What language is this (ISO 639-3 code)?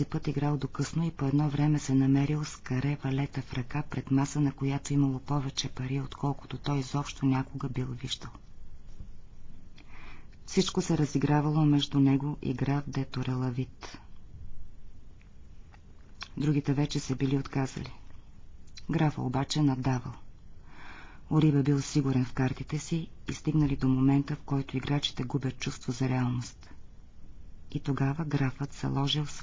bul